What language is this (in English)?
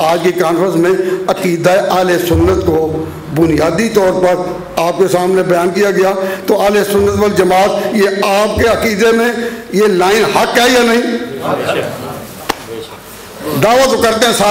Urdu